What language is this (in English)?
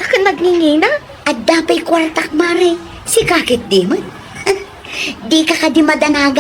Iloko